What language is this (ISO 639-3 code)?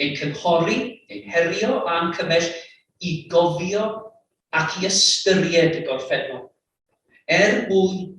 cym